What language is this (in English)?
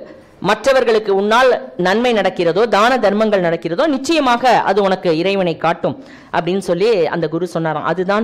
Tamil